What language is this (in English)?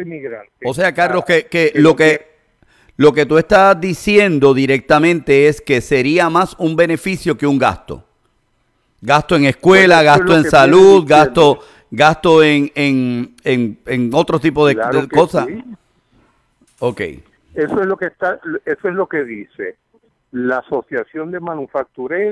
Spanish